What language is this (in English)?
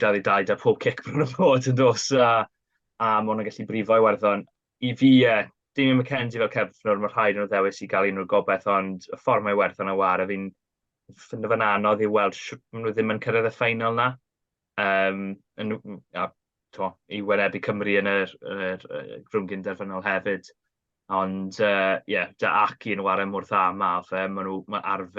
Welsh